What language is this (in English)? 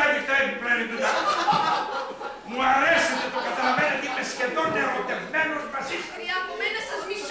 Greek